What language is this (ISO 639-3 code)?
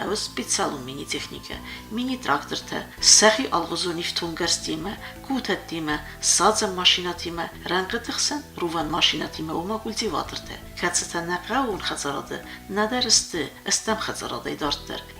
oss